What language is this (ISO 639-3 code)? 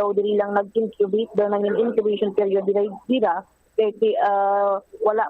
hil